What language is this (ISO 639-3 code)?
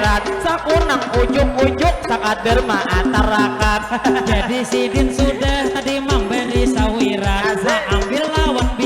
bjn